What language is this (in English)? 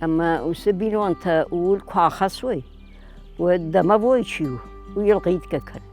Ossetic